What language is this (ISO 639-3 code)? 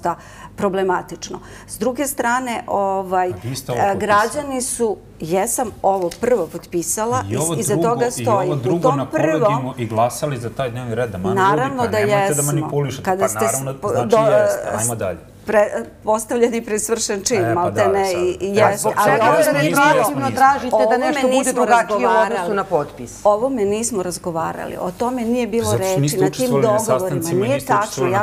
srp